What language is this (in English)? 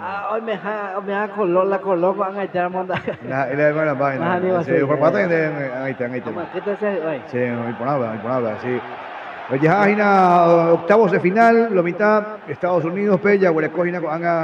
Guarani